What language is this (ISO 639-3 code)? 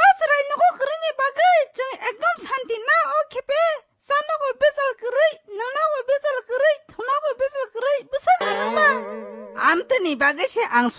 trp